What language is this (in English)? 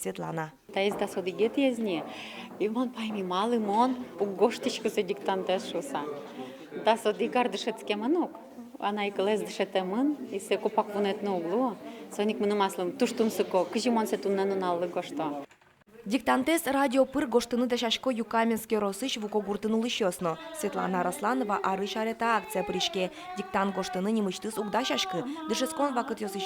Udmurt